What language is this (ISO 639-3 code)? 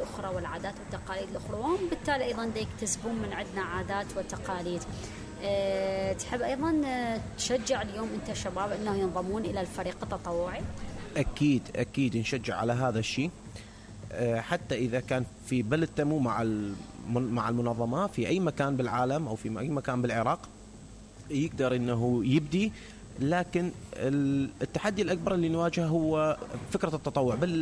acm